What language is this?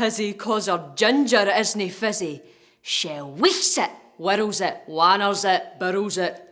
Scots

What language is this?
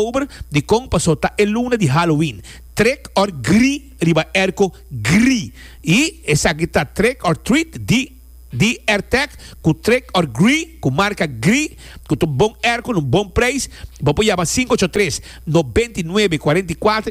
Papiamento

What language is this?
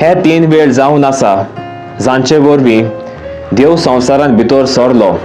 Konkani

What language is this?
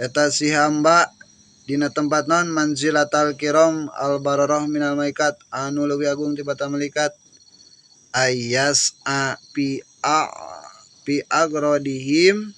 Sundanese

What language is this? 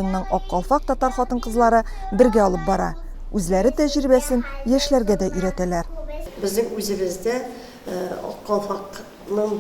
Tatar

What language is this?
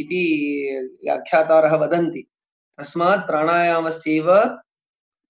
Sanskrit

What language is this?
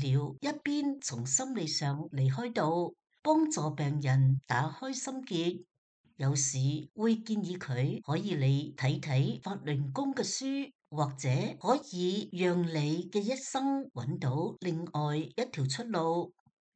Cantonese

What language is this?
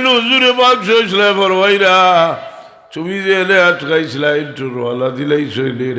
Sylheti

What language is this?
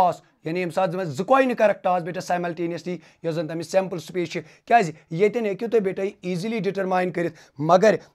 Kashmiri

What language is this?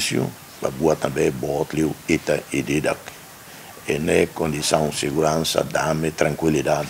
Tetum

